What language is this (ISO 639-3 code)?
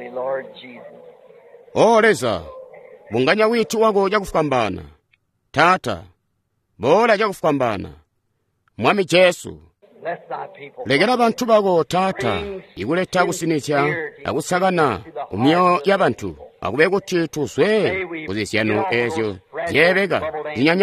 toi